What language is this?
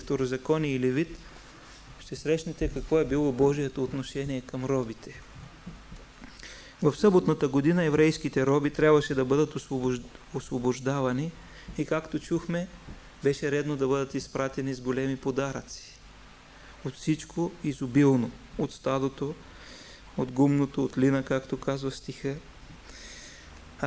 Bulgarian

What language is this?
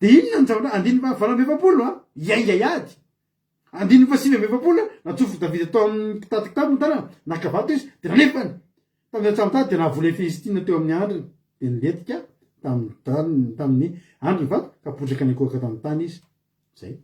Malagasy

